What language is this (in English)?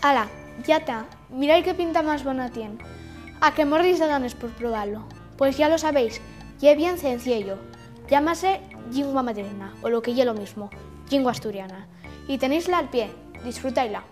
Asturian